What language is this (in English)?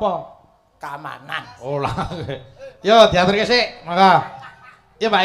Javanese